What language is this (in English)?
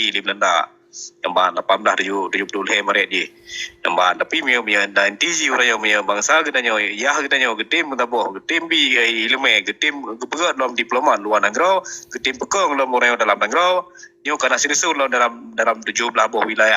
Achinese